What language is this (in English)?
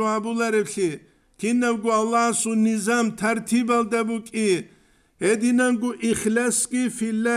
Avaric